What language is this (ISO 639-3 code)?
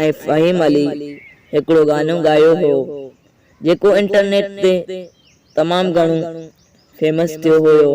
snd